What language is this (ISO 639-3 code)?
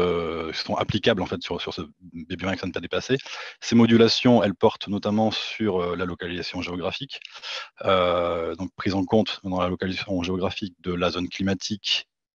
fra